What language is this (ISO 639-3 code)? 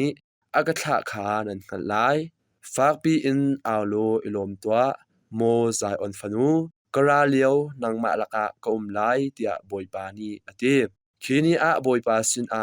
cnh